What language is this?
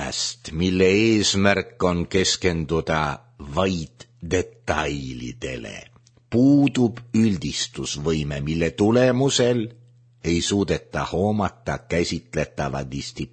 Estonian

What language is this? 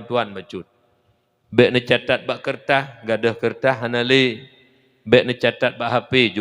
Achinese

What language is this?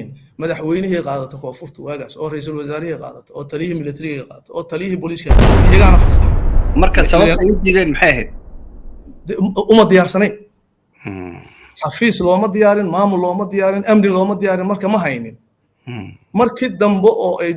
Somali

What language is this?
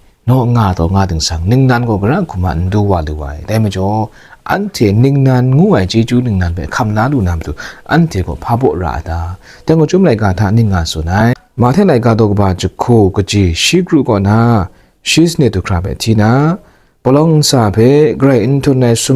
Kachin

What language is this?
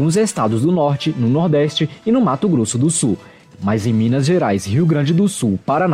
Portuguese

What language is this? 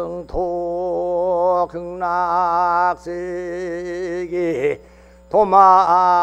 Korean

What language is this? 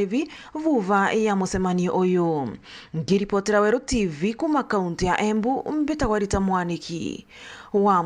Meru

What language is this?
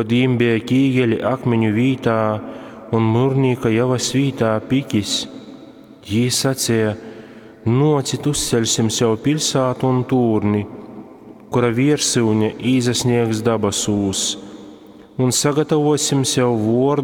Latgalian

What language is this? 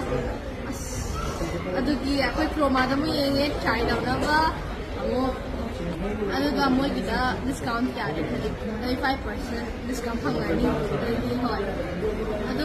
Manipuri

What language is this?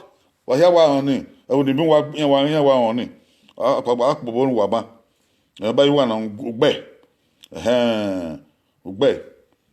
Bini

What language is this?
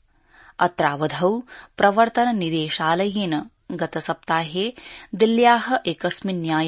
Sanskrit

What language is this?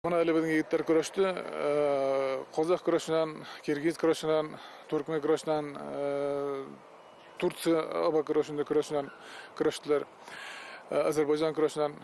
Bashkir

